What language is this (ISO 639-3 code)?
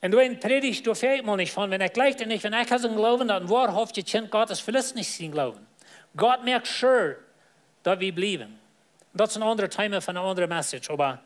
pdt